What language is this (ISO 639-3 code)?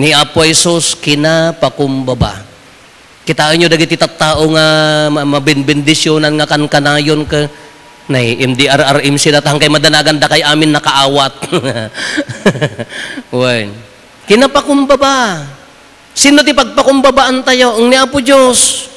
ilo